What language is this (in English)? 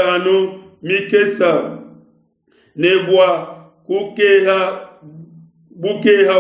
Luba-Lulua